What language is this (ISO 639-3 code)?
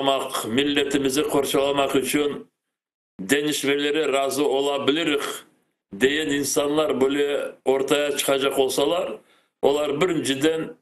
crh